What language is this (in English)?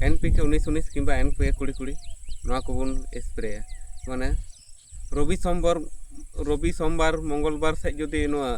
Santali